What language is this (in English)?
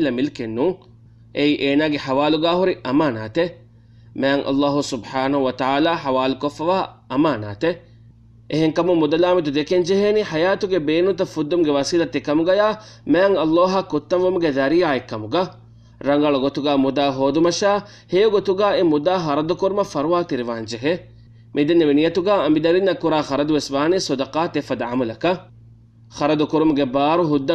Divehi